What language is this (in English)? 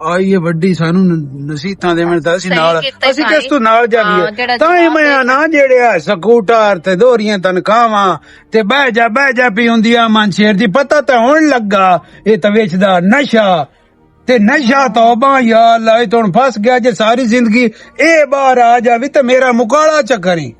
Western Panjabi